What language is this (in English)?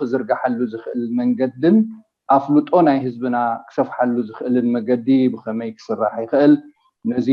Tigrinya